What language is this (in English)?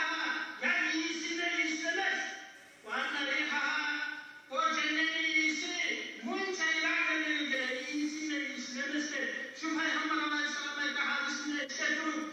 Kumyk